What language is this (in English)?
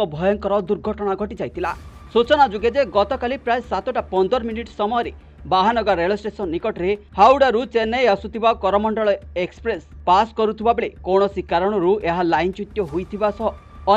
Odia